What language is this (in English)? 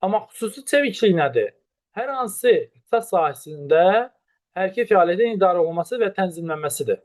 Azerbaijani